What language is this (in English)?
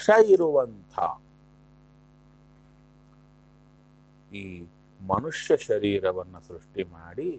Kannada